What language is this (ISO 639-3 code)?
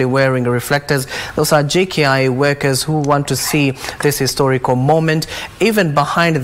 mer